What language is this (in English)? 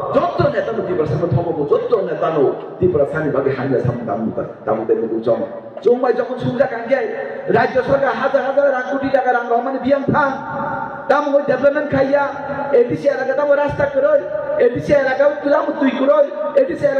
Kok Borok